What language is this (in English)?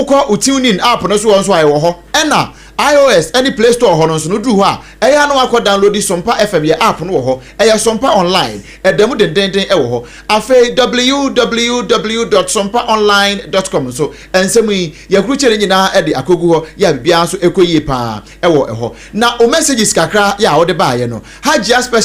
Akan